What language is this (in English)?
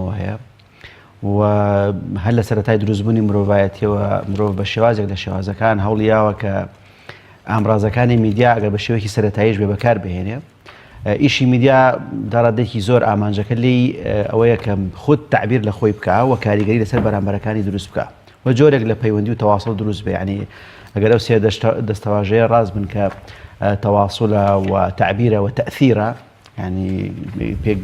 Central Kurdish